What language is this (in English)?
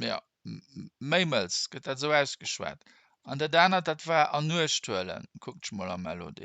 Luxembourgish